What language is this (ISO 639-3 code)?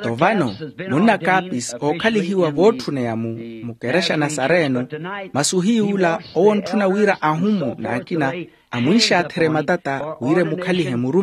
vmw